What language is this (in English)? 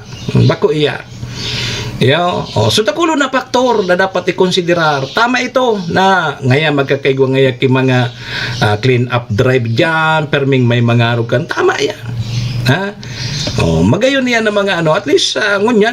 Bikol